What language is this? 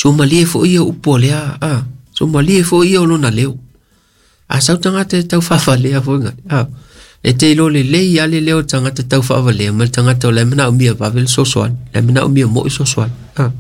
Samoan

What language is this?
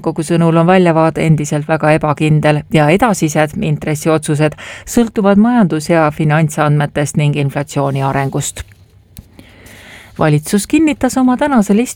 Estonian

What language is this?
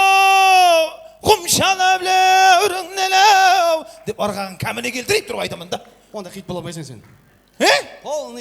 Kara-Kalpak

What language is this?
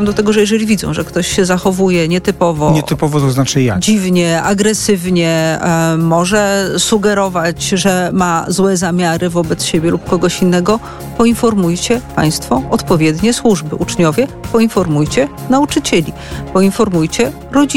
Polish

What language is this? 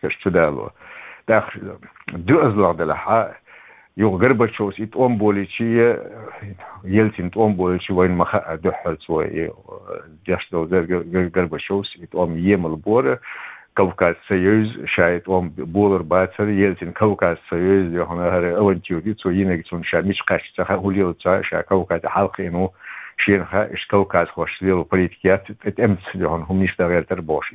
Chechen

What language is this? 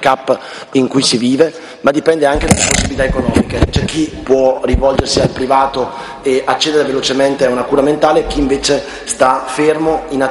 Italian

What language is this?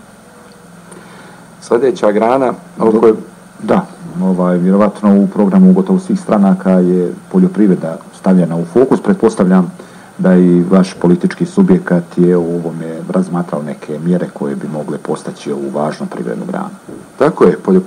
Bosnian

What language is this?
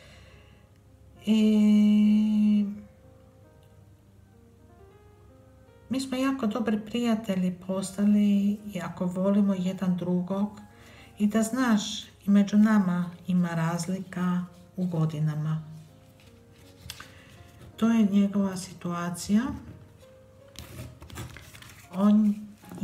Croatian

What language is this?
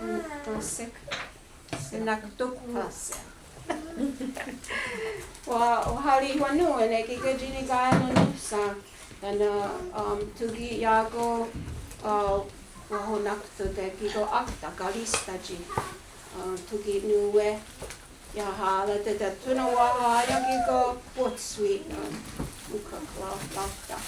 Mohawk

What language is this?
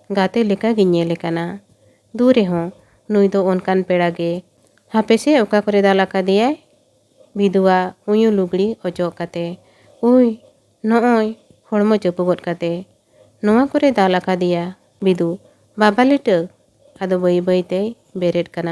Santali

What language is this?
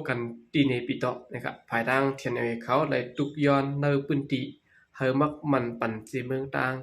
Shan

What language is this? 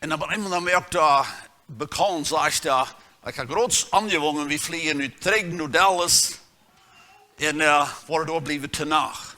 Plautdietsch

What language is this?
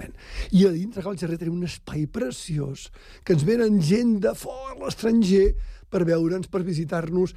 Catalan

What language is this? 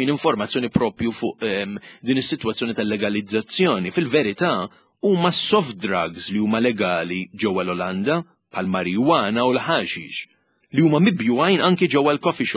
Maltese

